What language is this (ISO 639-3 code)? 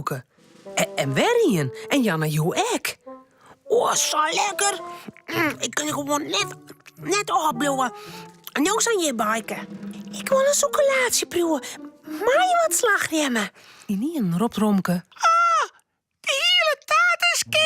fry